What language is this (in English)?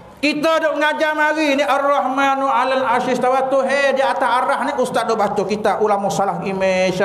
Malay